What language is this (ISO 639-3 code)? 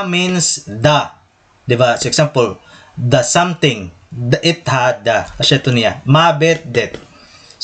war